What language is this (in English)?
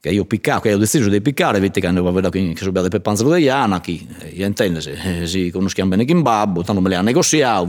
Sardinian